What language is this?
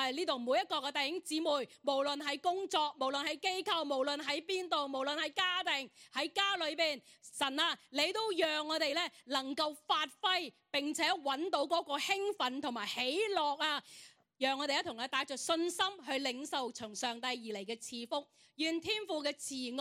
Cantonese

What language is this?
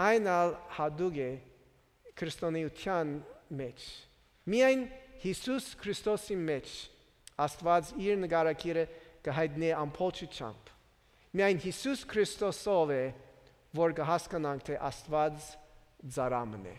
Armenian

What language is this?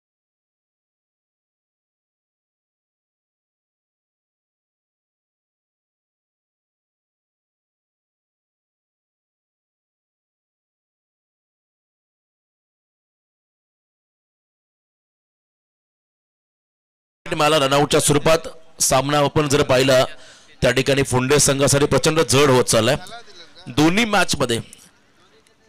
Marathi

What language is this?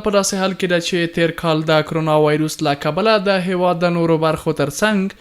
Pashto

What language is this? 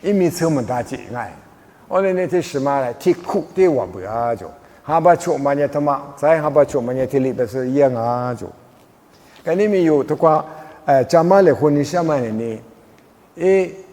Lisu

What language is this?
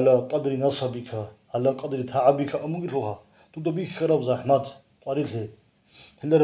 Avaric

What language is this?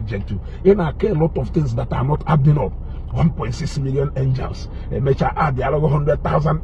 Igbo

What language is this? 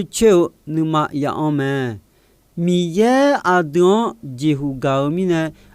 Akha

